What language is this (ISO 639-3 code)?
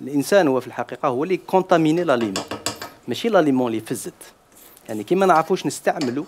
arq